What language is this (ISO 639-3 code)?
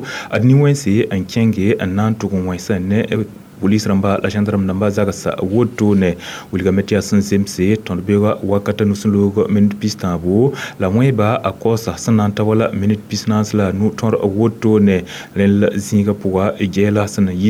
mos